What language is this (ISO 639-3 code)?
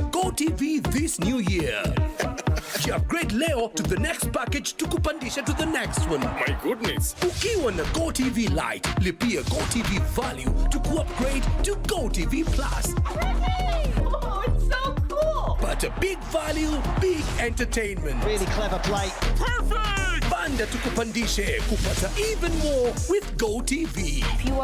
mer